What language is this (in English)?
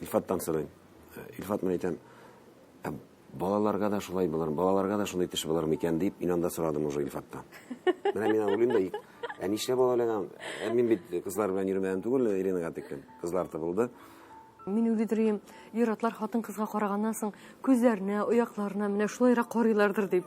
Tatar